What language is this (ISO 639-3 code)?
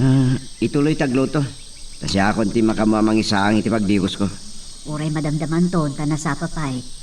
ilo